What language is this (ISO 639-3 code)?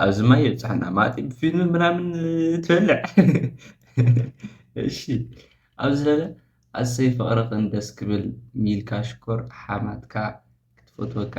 tir